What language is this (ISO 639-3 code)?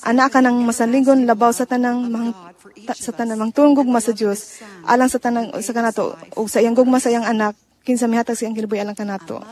ceb